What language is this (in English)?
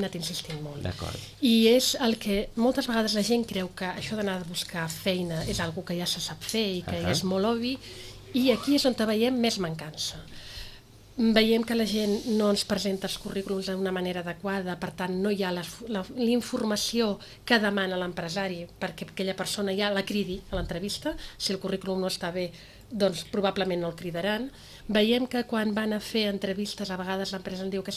Catalan